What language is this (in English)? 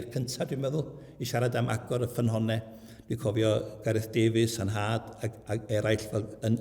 Welsh